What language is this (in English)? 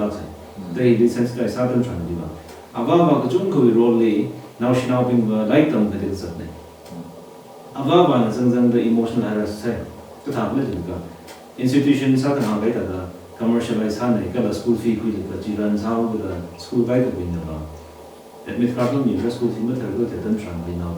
Tangkhul Naga (India)